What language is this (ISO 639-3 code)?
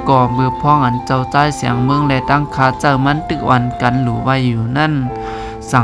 shn